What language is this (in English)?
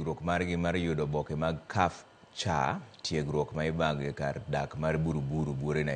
Luo (Kenya and Tanzania)